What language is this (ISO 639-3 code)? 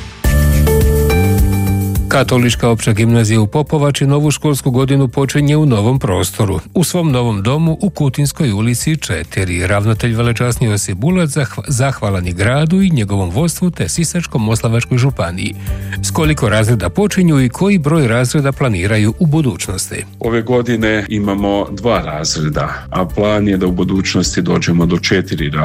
hrv